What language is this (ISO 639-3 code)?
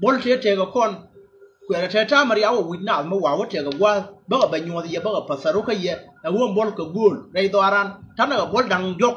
nus